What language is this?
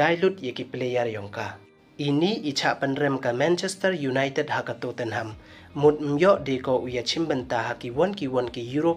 Pnar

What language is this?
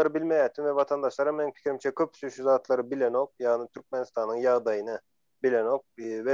Turkmen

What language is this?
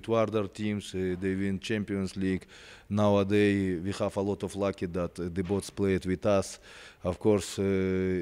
English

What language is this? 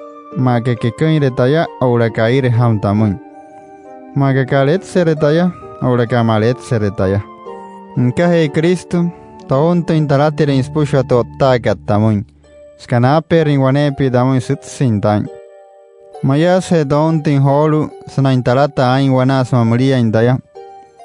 Wayuu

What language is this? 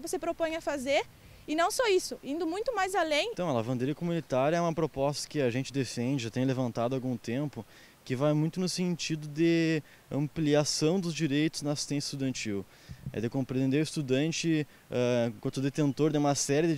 Portuguese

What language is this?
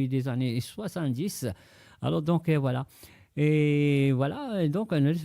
Morisyen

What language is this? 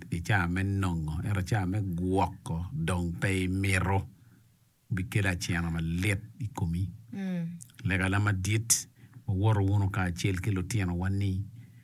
Acoli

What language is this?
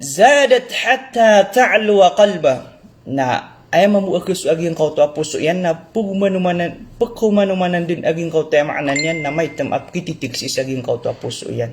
Maranao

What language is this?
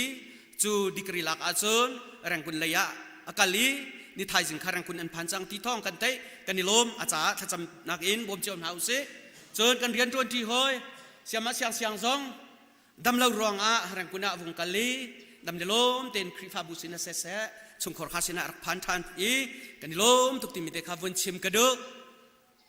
Hakha Chin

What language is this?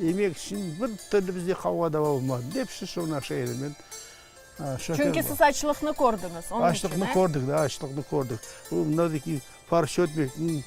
Crimean Tatar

